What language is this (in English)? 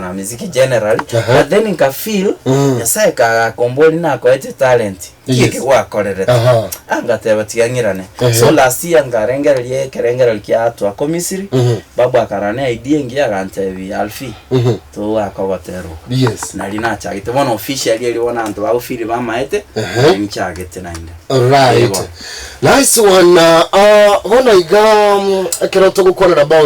Gusii